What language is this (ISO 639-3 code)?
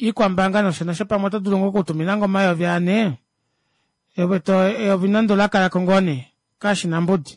kua